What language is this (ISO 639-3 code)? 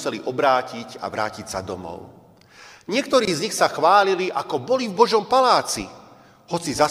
slk